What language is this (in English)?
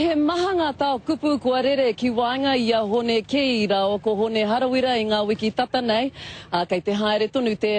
Māori